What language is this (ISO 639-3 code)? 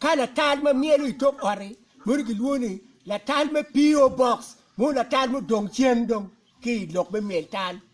ach